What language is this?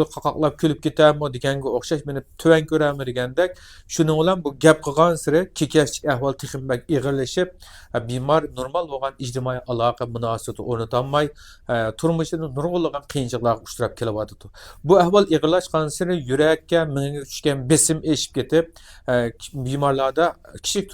Uyghur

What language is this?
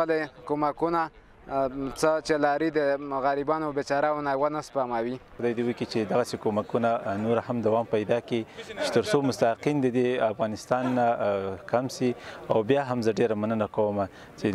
Pashto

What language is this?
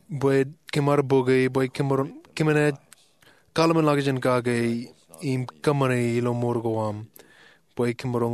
Marshallese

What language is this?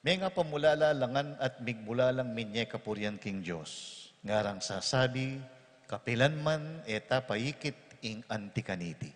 Pampanga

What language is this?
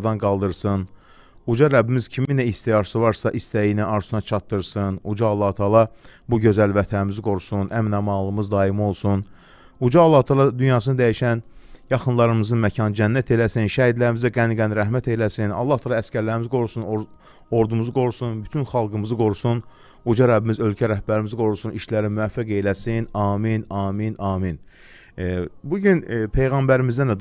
Azerbaijani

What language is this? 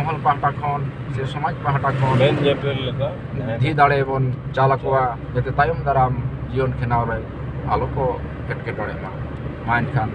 Santali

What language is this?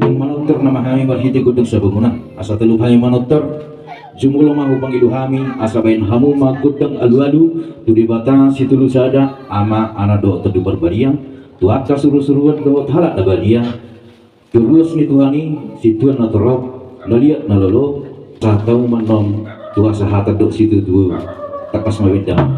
Batak Toba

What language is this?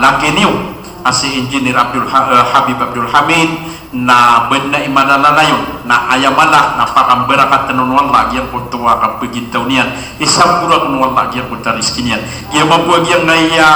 Maranao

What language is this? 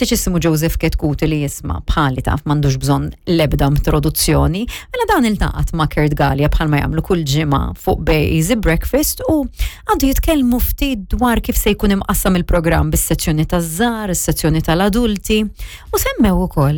Maltese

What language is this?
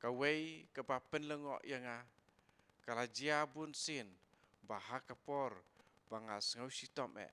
Khasi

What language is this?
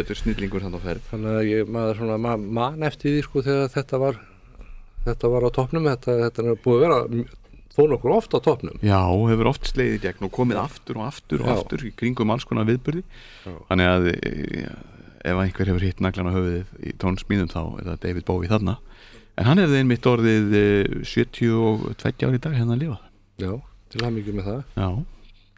Icelandic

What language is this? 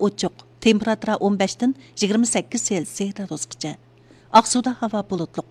Uyghur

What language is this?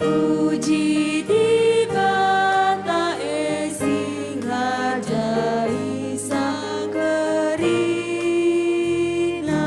Batak Karo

